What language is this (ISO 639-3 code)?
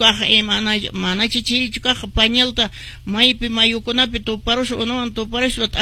que